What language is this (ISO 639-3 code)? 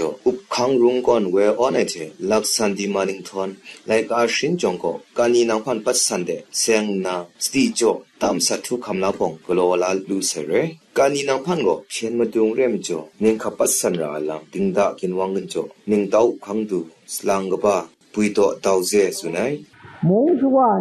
kac